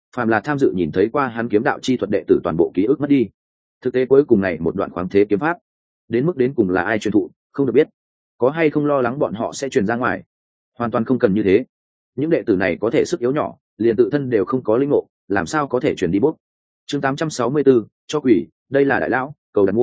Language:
Vietnamese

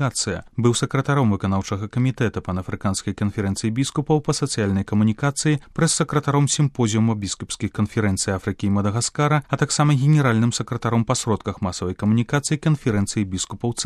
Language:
Belarusian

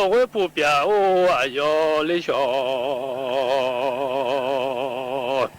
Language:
Akha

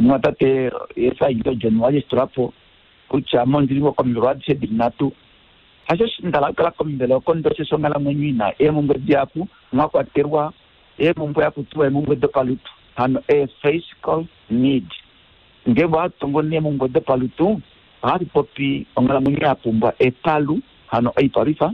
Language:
Kuanyama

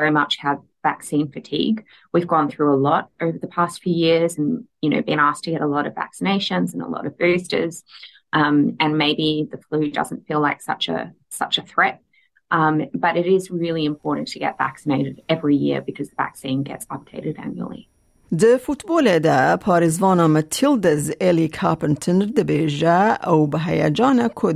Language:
Kurdish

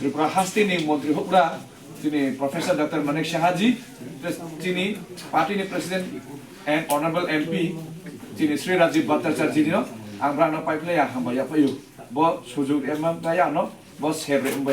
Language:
Kok Borok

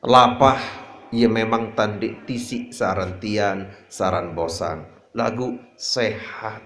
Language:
Sasak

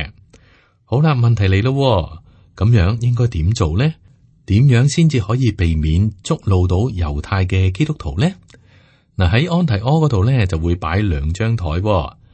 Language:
Cantonese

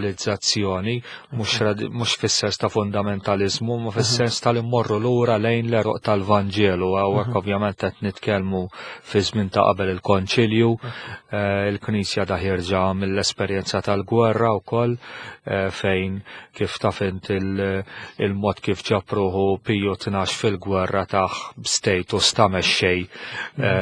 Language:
Maltese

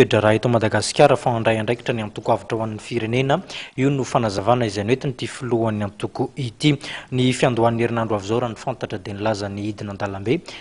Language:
Malagasy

